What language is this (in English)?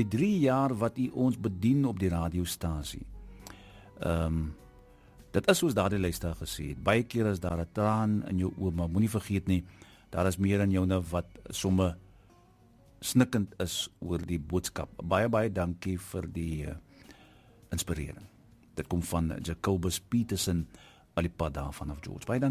Afrikaans